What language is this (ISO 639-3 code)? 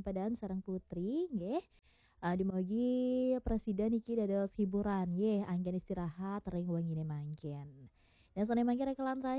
ban